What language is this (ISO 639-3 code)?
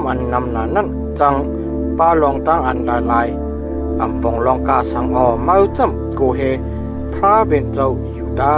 shn